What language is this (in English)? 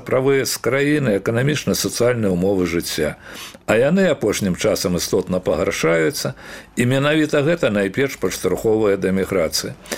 Belarusian